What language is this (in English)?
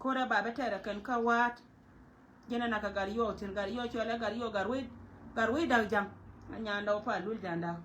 Nuer